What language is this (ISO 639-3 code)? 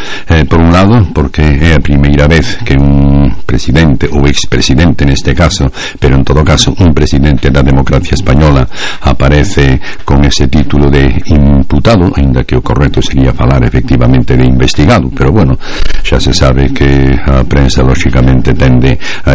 glg